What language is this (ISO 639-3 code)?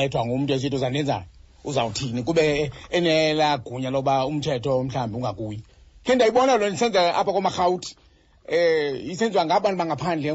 xho